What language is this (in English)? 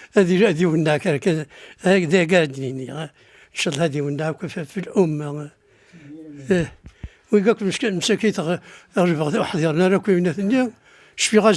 Kabyle